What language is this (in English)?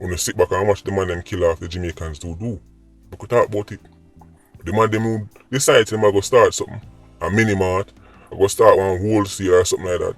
Jamaican Creole English